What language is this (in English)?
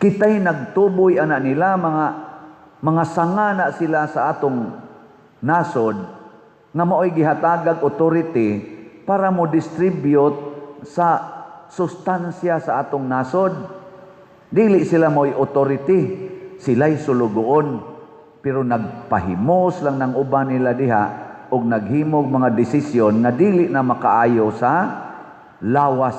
Cebuano